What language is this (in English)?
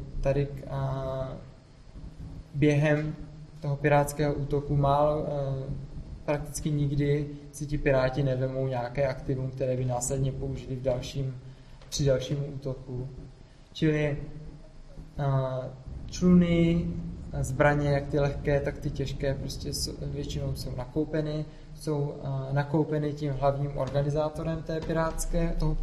Czech